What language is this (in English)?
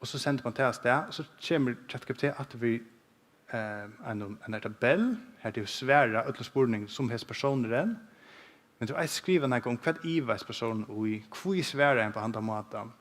Faroese